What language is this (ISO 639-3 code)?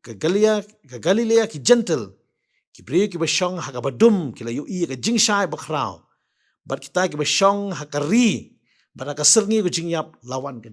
kha